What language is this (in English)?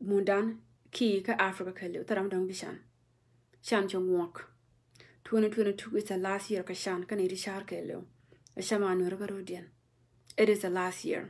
Nuer